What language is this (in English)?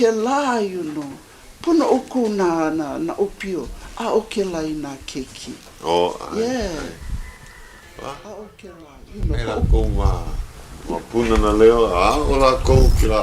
Hawaiian